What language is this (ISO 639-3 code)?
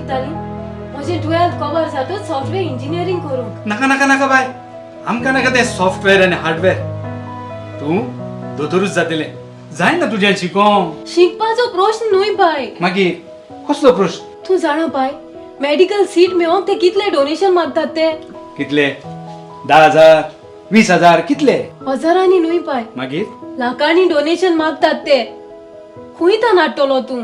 kok